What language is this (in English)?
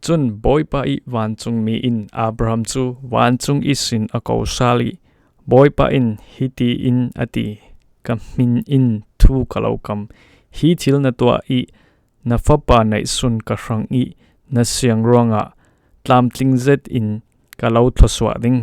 Falam Chin